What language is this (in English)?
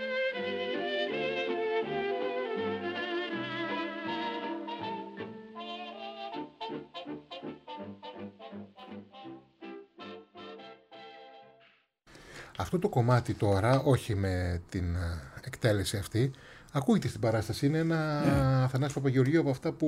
Greek